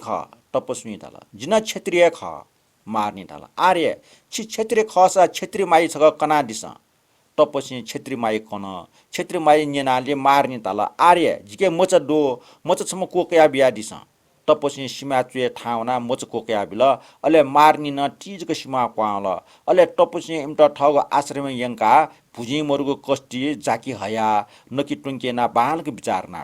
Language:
Newari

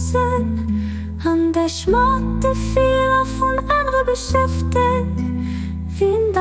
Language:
Luxembourgish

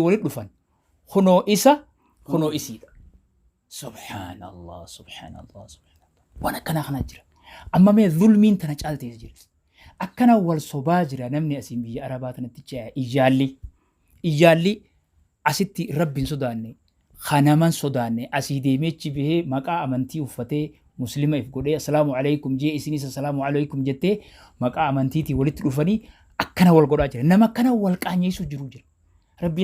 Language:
Oromo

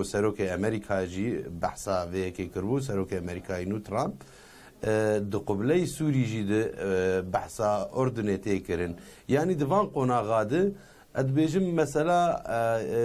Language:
Kurdish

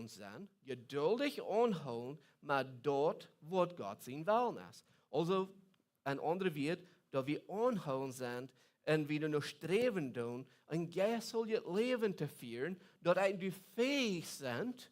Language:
Plautdietsch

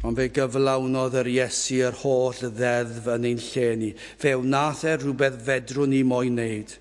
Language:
Welsh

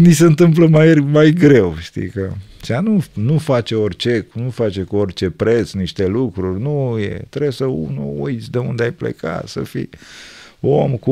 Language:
Romanian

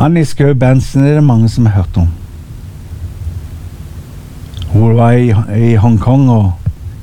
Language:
Norwegian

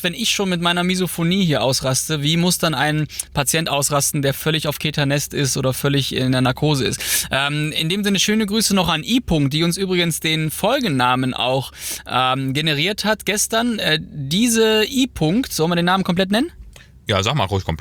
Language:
German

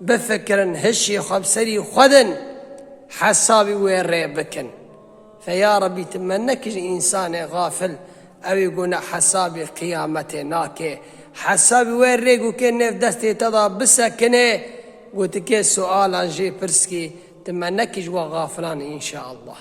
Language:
Kurdish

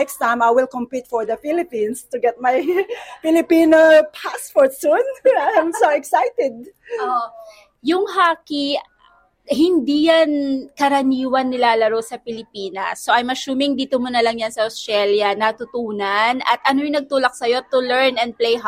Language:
Filipino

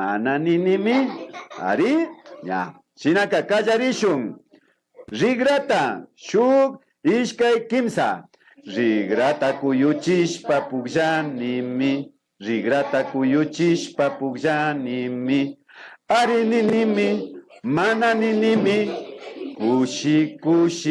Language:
Imbabura Highland Quichua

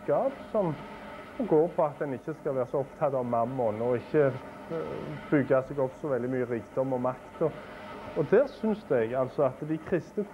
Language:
Norwegian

